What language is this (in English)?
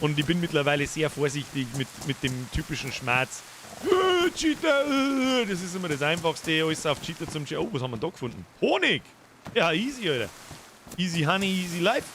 Bavarian